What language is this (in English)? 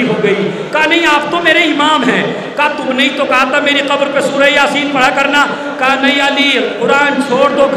Urdu